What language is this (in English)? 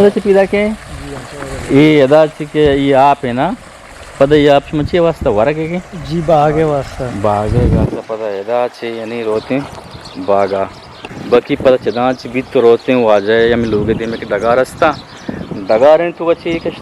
Eastern Balochi